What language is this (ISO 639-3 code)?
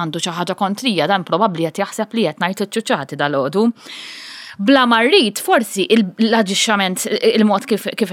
mlt